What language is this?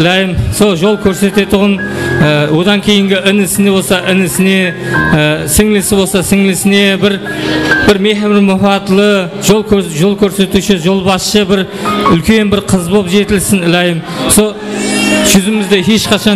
Kara-Kalpak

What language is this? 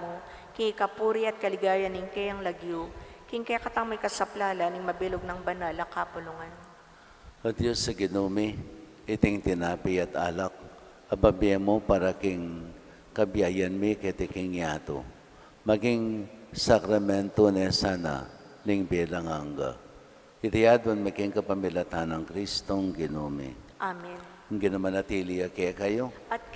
Pampanga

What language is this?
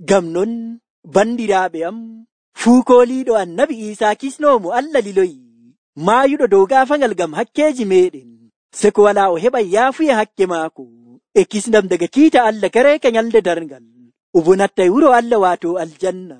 Nigerian Fulfulde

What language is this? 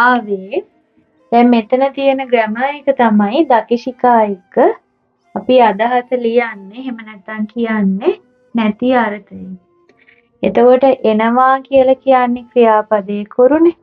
Sinhala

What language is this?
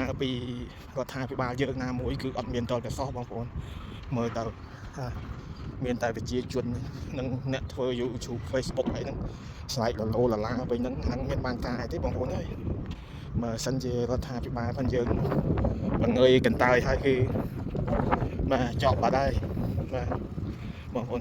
Khmer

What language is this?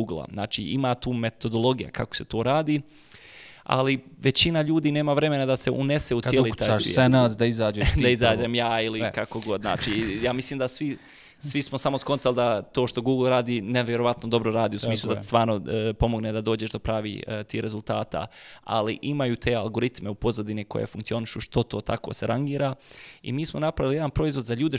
Bosnian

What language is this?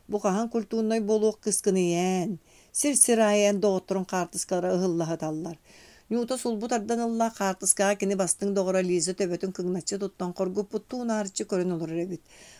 Yakut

